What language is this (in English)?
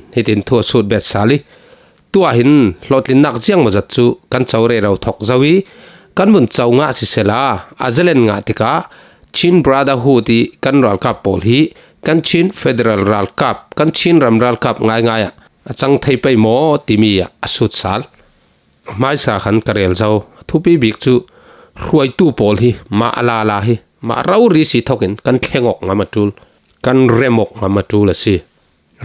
Falam Chin